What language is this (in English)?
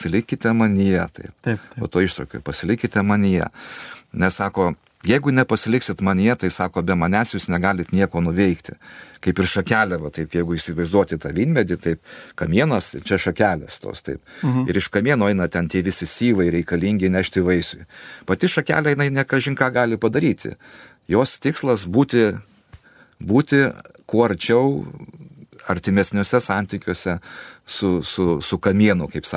Lithuanian